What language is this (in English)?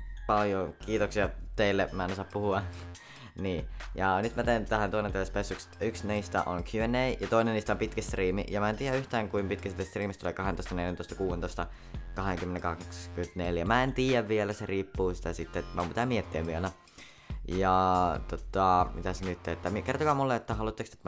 Finnish